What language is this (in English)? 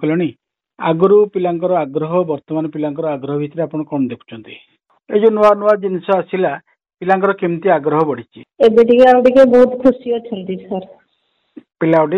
Odia